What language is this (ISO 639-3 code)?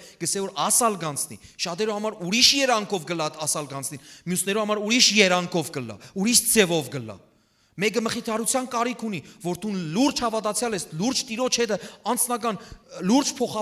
hyw